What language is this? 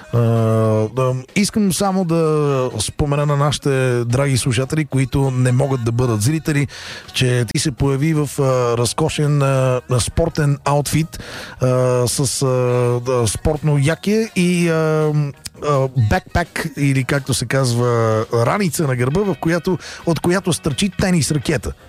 Bulgarian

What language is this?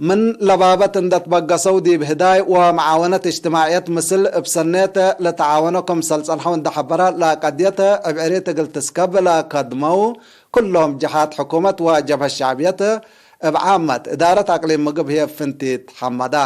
Tigre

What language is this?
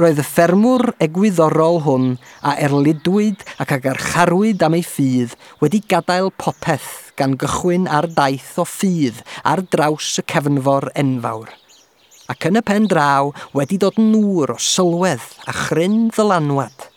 Welsh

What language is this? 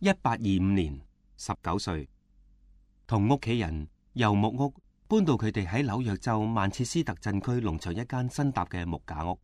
Cantonese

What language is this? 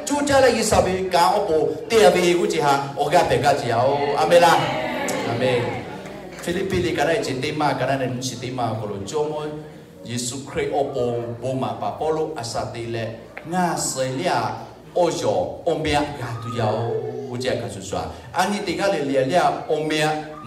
Lahu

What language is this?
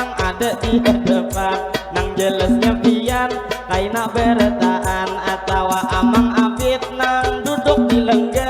Banjar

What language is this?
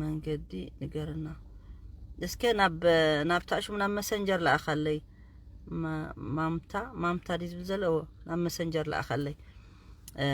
Tigrinya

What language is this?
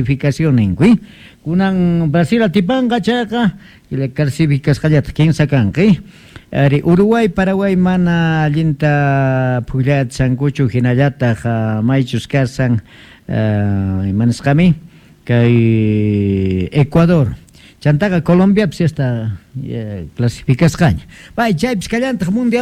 Quechua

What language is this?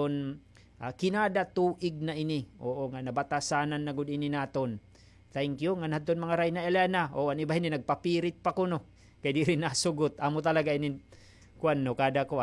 Waray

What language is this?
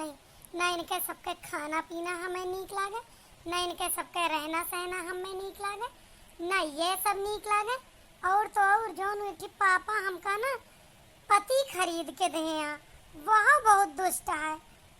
Awadhi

